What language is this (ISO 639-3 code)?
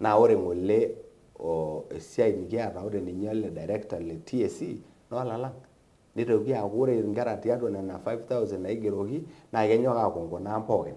mas